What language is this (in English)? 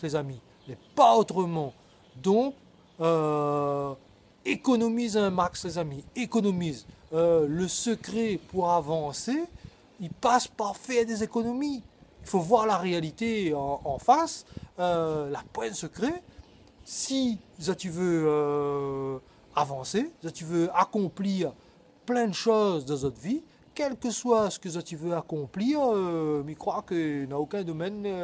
Réunion Creole French